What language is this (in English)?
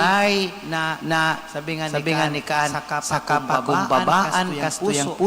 Bikol